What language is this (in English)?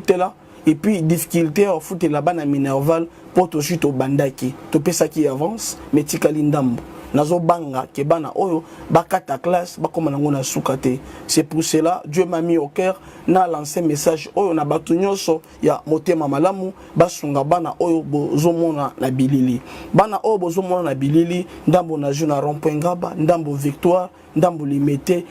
Lingala